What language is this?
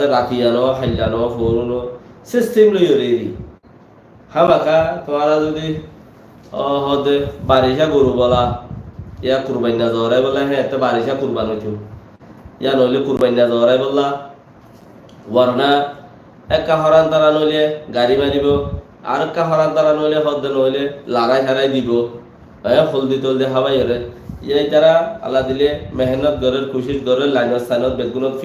Rohingya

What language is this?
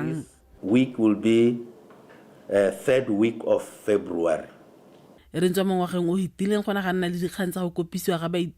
Tswana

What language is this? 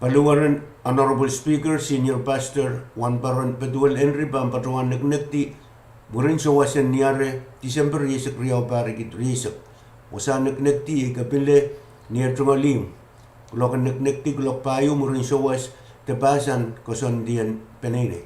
Pohnpeian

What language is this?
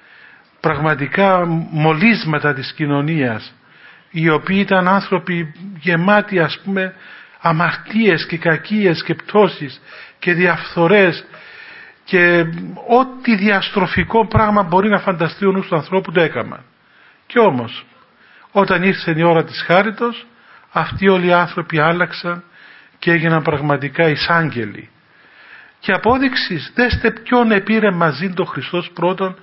Greek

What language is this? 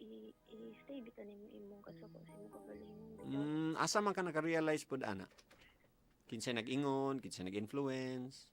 Cebuano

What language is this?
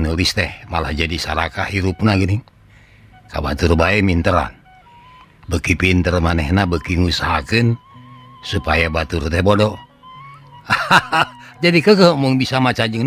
Sundanese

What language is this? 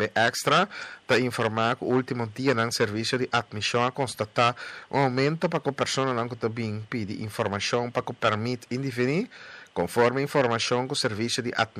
Papiamento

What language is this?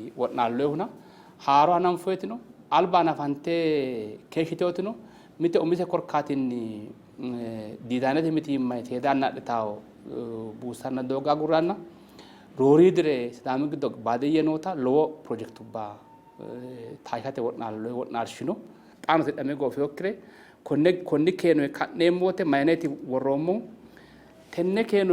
Sidamo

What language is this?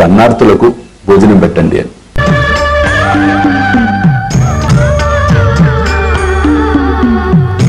Telugu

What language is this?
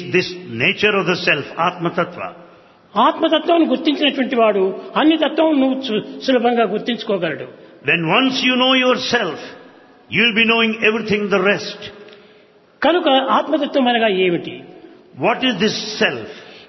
Telugu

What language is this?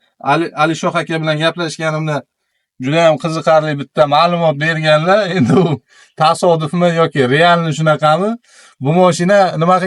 Uzbek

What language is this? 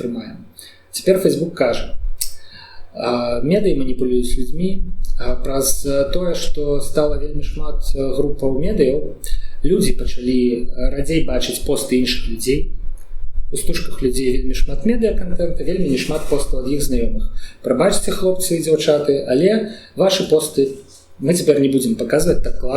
Belarusian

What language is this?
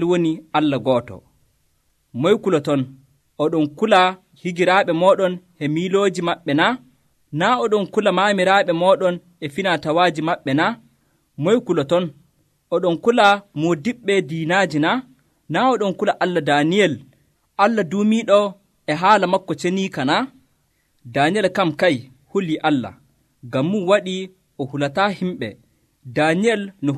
Nigerian Fulfulde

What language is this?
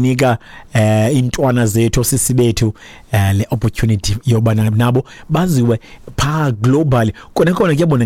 Xhosa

